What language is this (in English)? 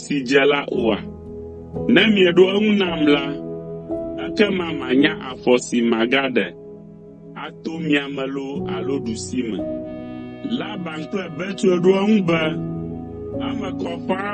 Ewe